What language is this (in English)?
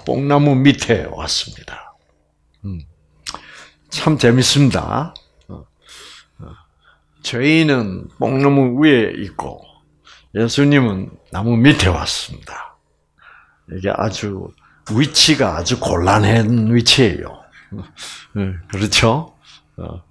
Korean